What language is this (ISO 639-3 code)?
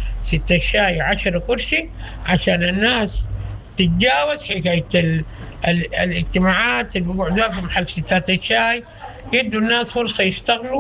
apd